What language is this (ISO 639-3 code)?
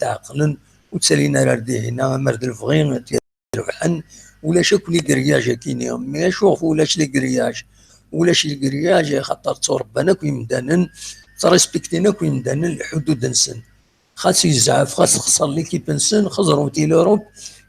kab